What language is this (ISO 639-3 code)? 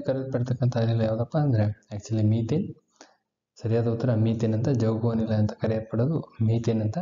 kan